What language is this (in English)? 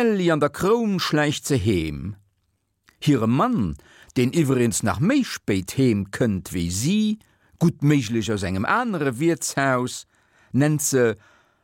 Luxembourgish